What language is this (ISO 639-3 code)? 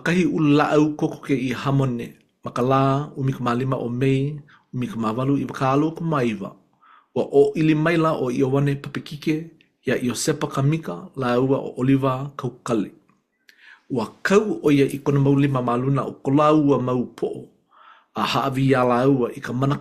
haw